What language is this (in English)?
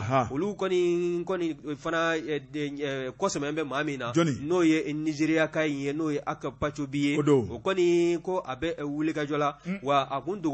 Bambara